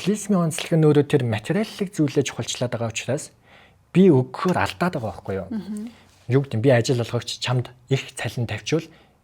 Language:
Mongolian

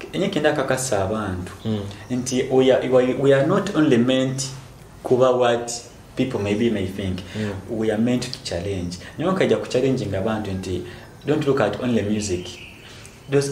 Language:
Nyoro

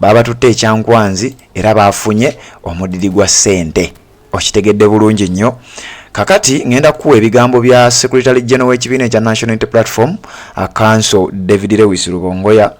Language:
Ganda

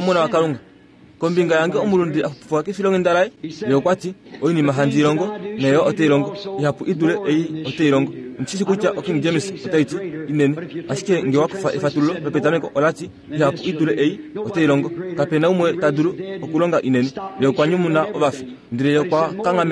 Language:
Kuanyama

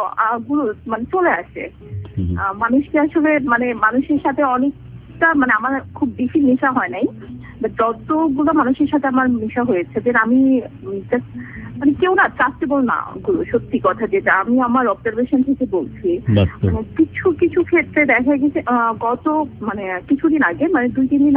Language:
Bangla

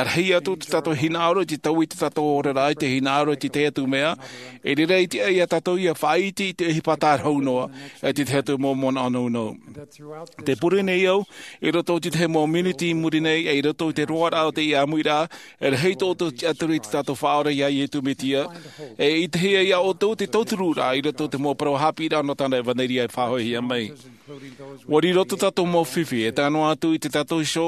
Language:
Tahitian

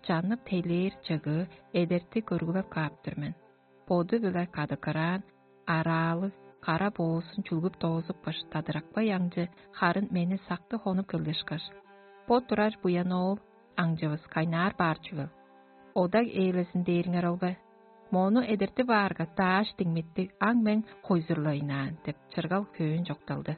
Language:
Tuvinian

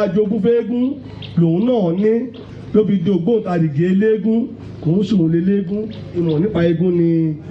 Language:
Yoruba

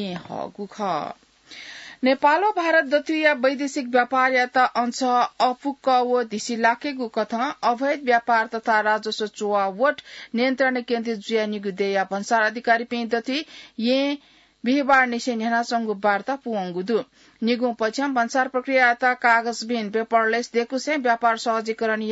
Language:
Newari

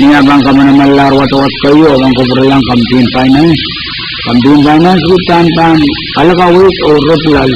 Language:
Pohnpeian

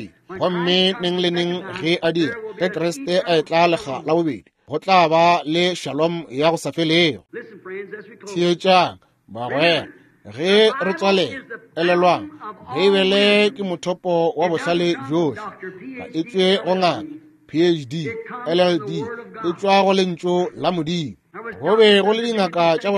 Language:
Northern Sotho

